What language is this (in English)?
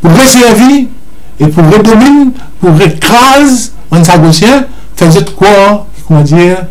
Morisyen